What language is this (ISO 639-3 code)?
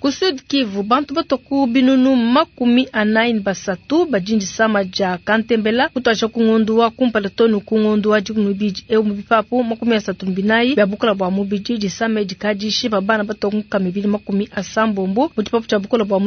lua